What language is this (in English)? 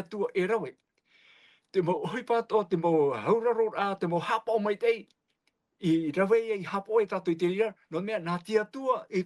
Tahitian